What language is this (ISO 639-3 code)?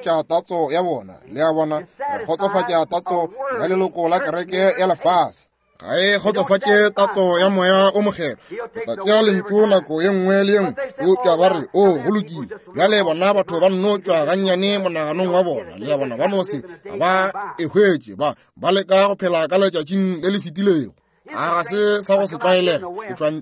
nso